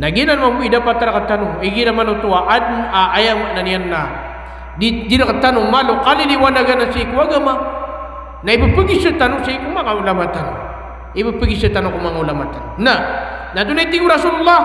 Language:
Maranao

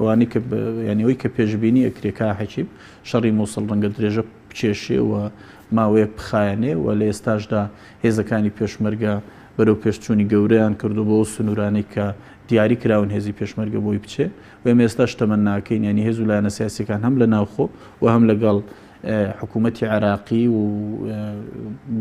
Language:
Central Kurdish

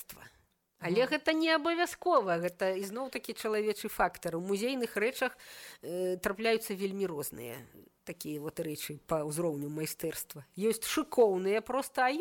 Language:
Belarusian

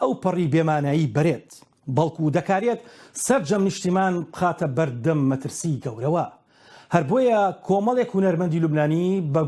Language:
Central Kurdish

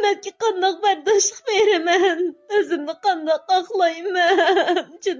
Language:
Uyghur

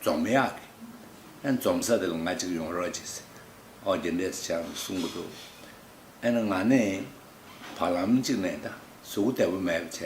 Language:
Tibetan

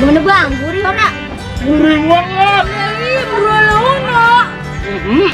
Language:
Betawi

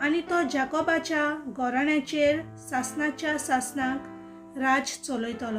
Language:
Konkani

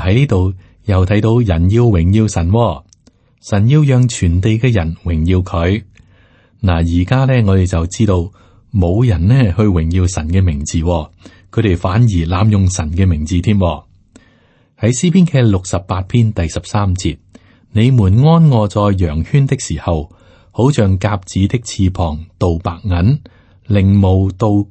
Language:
Cantonese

